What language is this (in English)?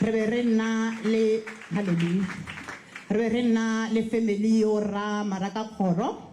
Tswana